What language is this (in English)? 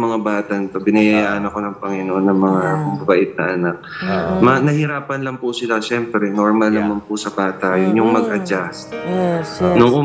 Filipino